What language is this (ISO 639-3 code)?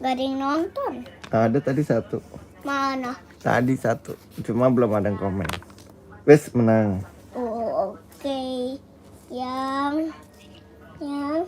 bew